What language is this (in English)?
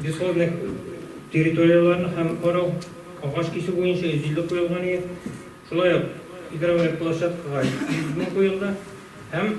Tatar